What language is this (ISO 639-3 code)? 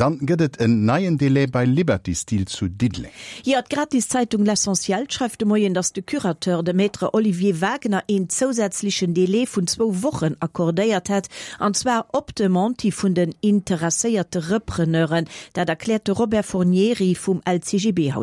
ltz